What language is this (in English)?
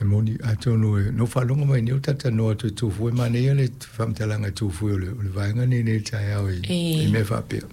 Samoan